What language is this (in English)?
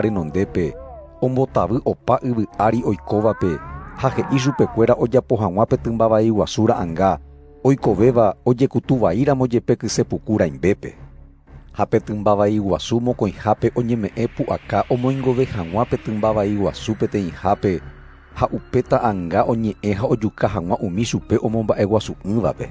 Guarani